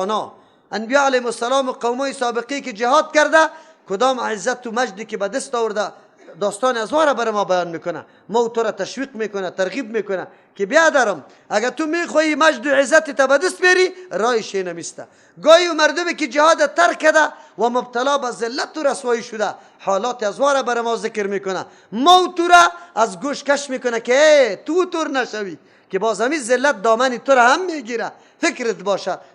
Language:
Persian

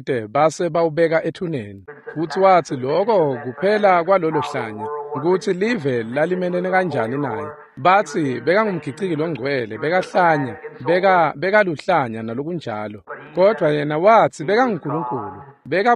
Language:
Swati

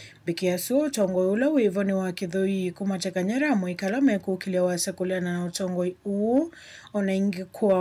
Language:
Kamba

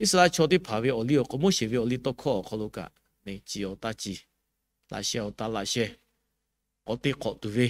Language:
Lahu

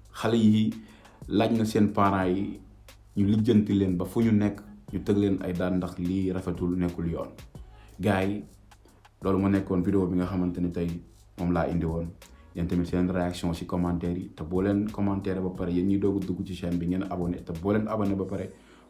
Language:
Wolof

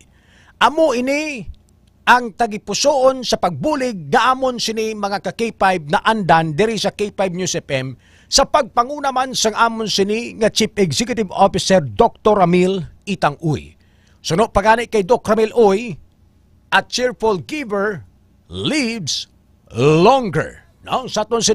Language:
Hiligaynon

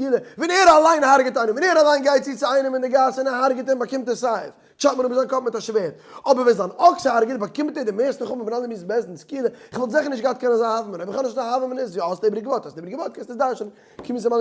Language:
Yiddish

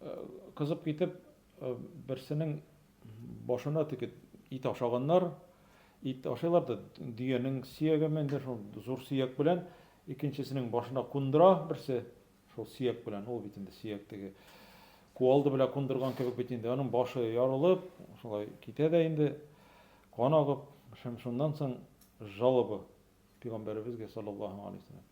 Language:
Tatar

